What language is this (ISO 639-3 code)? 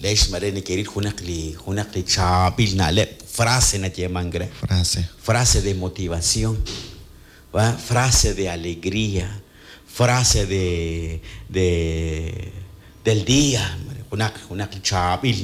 kek